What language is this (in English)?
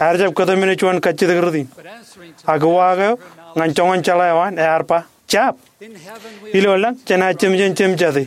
Marshallese